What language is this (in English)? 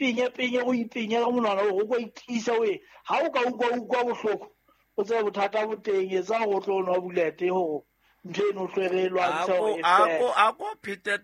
Southern Sotho